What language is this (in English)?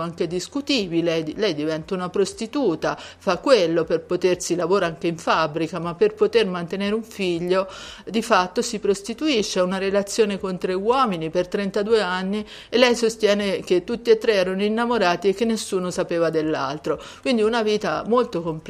Italian